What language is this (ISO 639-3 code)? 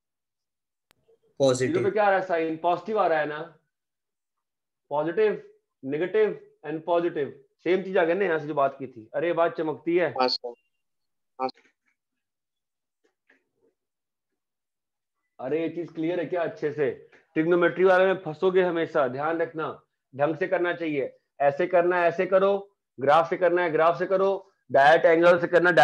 hin